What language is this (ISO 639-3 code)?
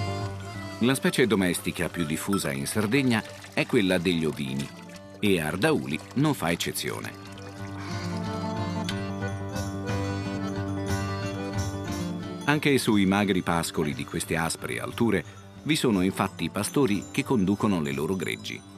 ita